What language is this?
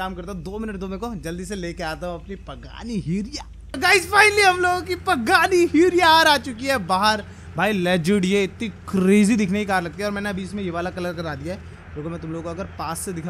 Hindi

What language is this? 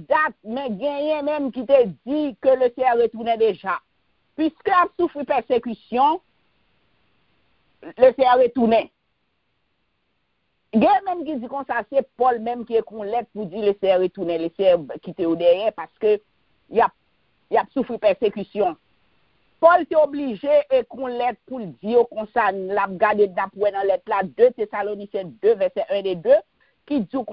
French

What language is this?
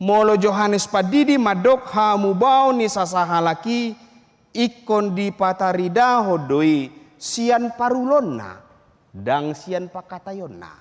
Batak Toba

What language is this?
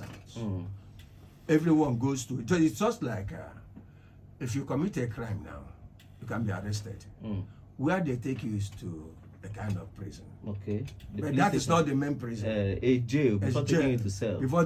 Igbo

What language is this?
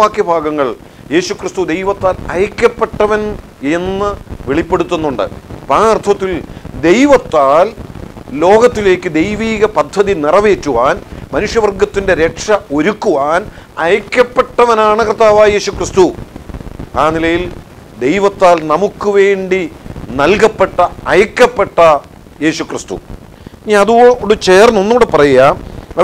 Malayalam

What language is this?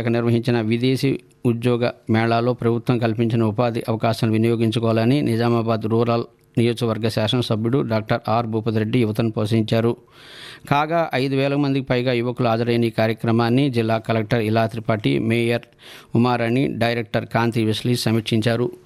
Telugu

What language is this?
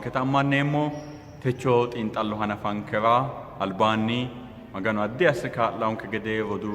Sidamo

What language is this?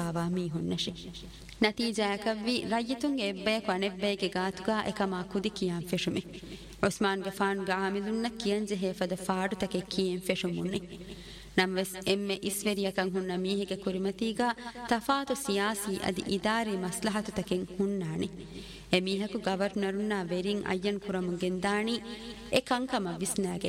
Divehi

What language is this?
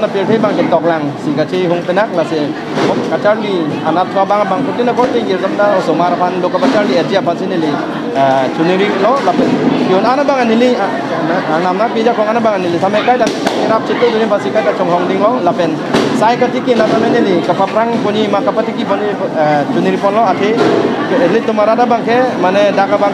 Karbi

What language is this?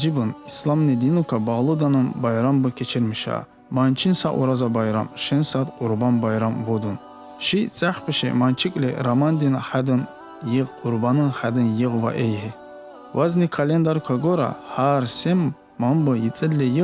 Tsakhur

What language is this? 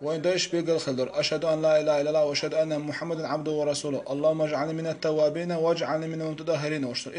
Chechen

